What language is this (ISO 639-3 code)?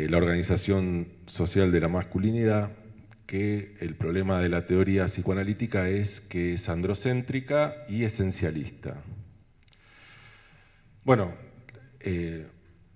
spa